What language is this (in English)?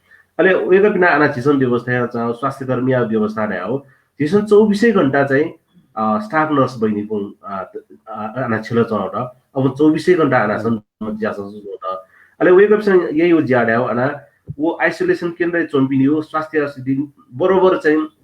Newari